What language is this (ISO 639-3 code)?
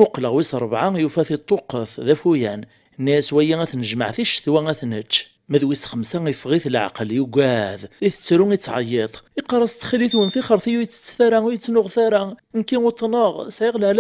kab